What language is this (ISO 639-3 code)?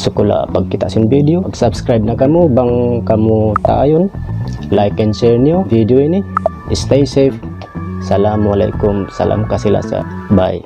tsg